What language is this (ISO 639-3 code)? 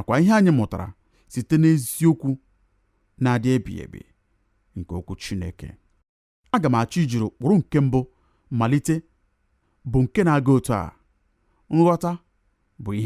ibo